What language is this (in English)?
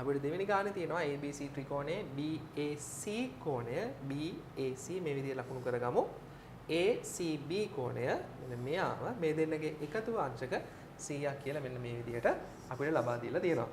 Sinhala